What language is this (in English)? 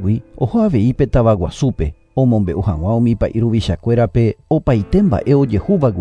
Guarani